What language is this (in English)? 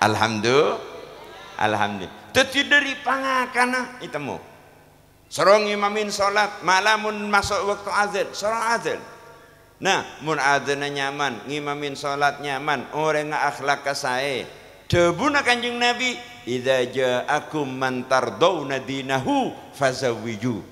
Madurese